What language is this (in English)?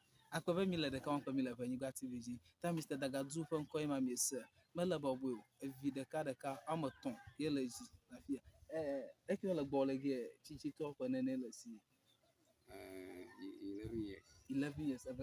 Ewe